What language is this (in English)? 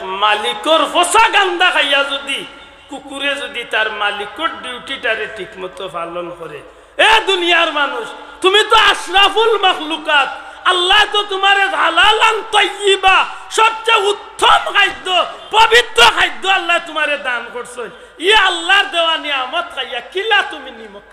Sylheti